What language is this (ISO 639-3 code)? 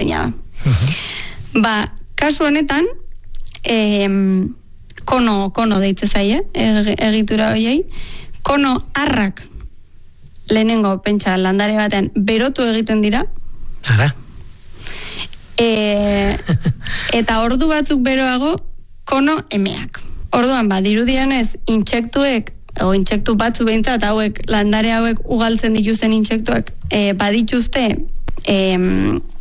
eus